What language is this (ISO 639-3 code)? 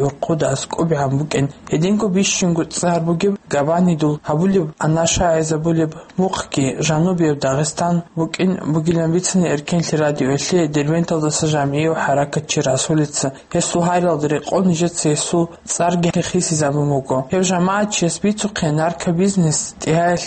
ava